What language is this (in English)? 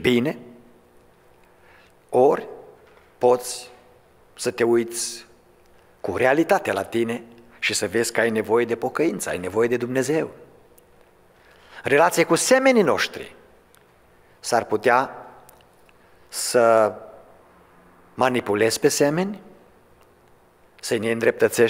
Romanian